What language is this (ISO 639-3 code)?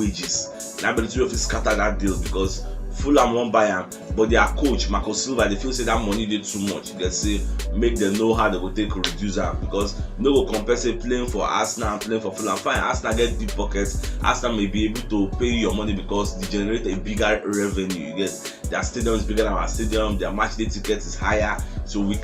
pcm